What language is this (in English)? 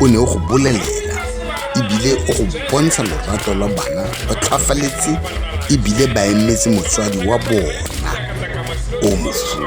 Tswana